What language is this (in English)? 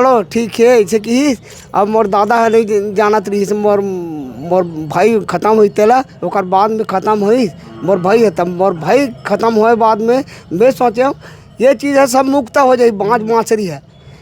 Chhattisgarhi